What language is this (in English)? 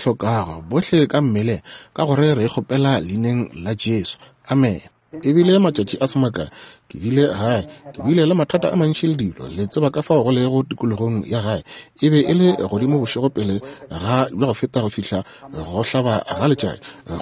Northern Sotho